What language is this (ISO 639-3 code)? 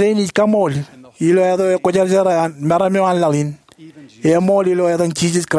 mah